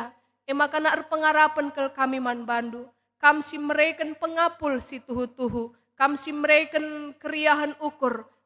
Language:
Batak Karo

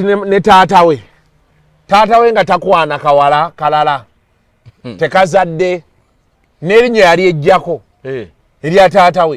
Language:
Ganda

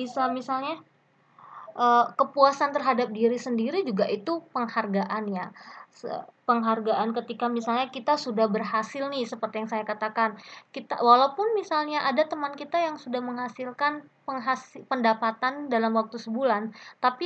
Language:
Indonesian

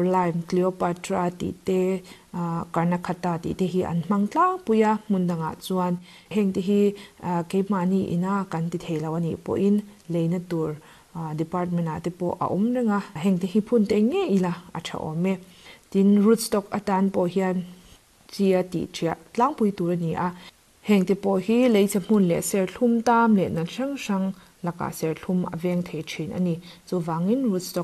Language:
Mizo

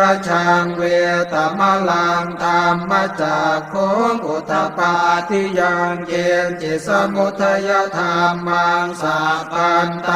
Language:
Pali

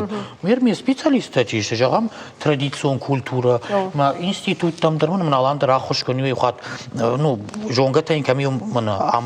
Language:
Ossetic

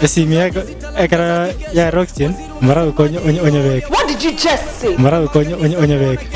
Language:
Gusii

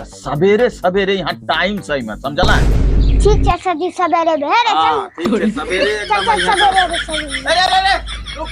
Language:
Angika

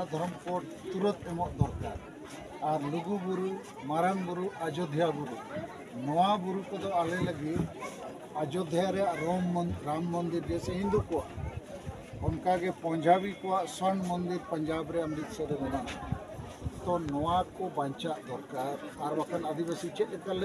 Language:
Santali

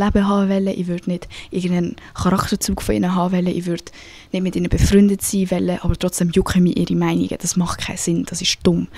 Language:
Swiss German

